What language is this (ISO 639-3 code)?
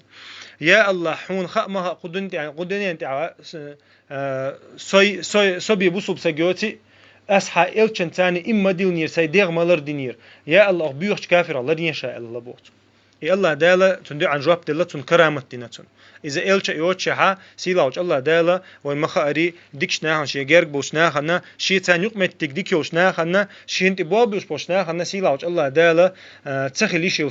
che